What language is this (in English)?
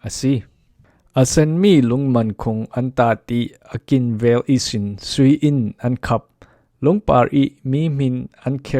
Falam Chin